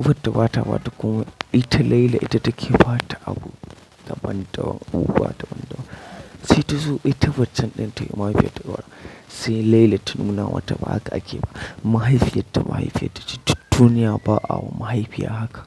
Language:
Hausa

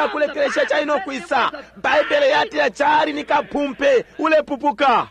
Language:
Bemba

